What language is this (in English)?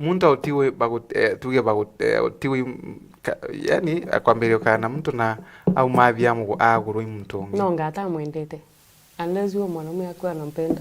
Meru